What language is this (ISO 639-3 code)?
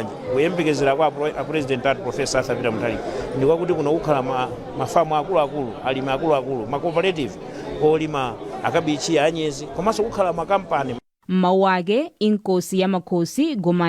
nya